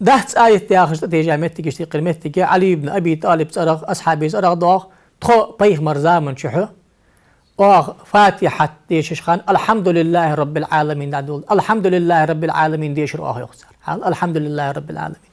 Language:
Ingush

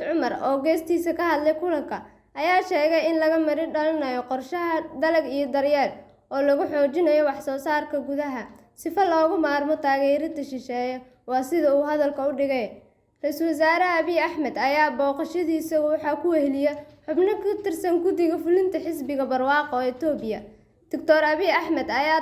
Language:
Somali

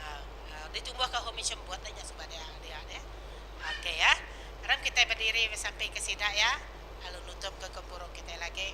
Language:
Iban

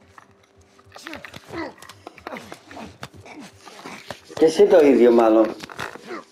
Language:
Greek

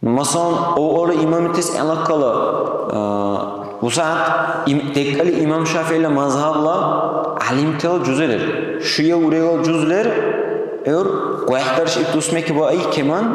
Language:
Dargwa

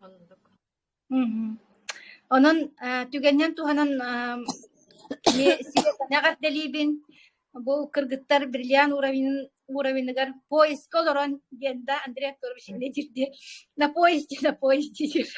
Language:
Yakut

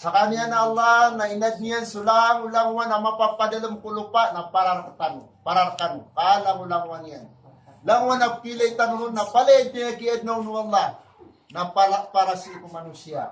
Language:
Maranao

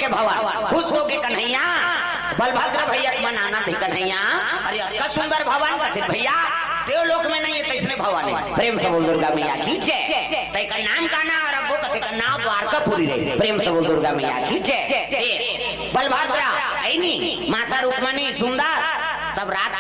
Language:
Chhattisgarhi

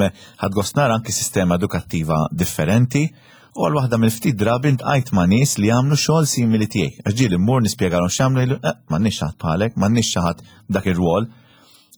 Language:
Maltese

